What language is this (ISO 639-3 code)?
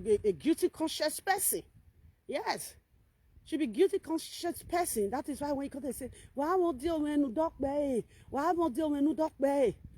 pcm